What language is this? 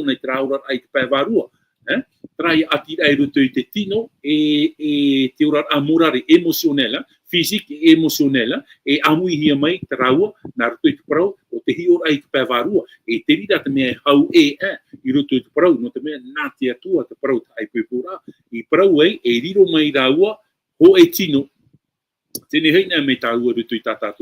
Tahitian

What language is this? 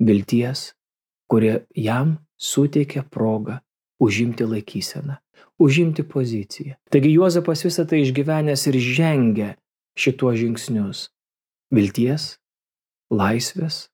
Lithuanian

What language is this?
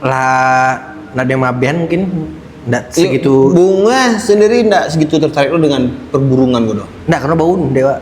Minangkabau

